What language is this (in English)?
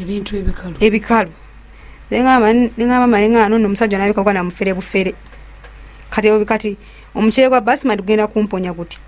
Ganda